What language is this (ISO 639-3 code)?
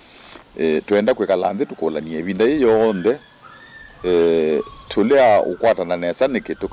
kam